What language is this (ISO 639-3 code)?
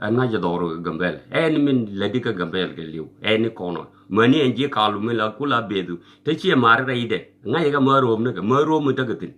nus